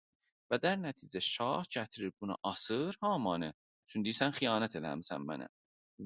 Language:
South Azerbaijani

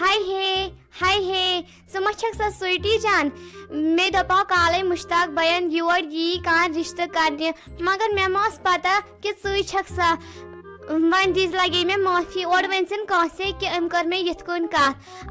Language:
Kashmiri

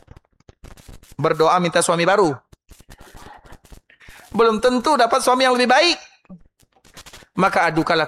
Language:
Indonesian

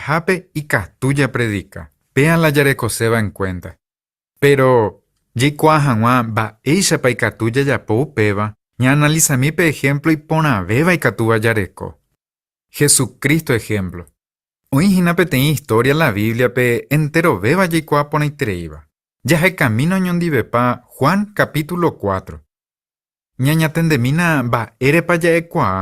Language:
Guarani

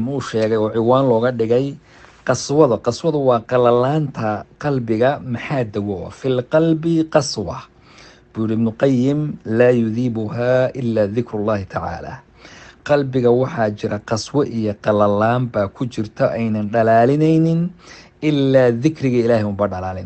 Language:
Somali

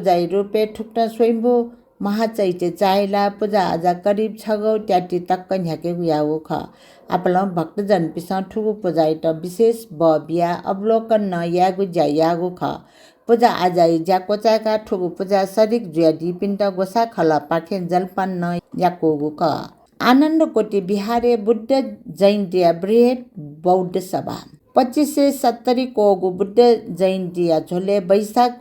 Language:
Newari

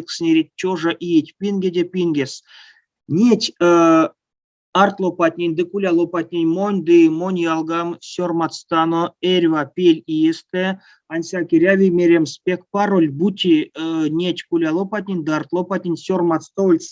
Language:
Erzya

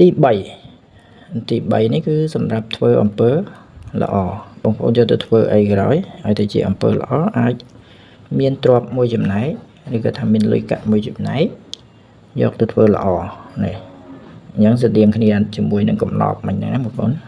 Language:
Khmer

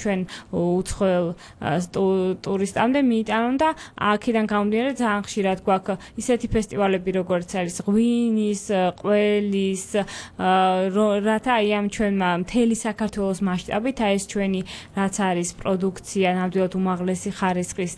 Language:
Georgian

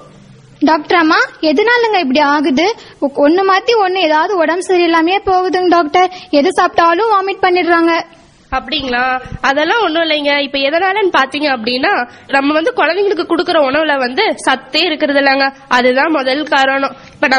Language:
Tamil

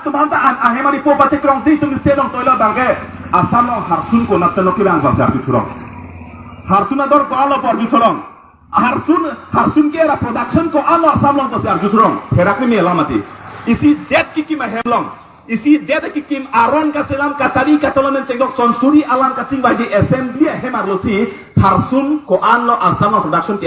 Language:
Karbi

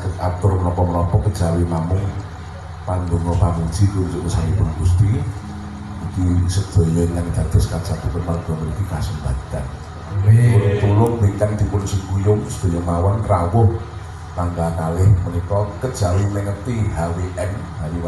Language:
Javanese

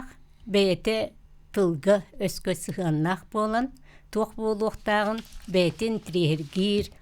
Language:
Yakut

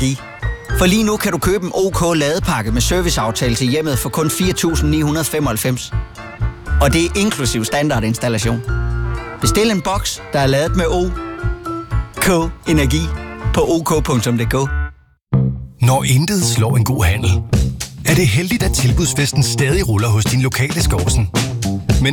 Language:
Danish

